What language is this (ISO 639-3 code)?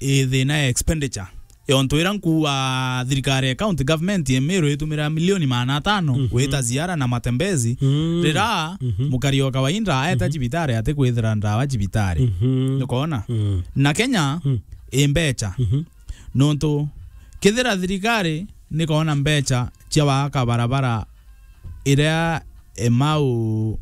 mer